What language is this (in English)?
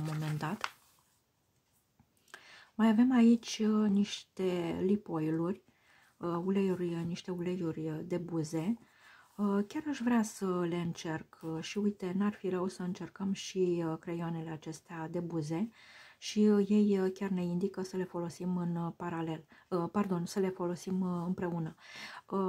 Romanian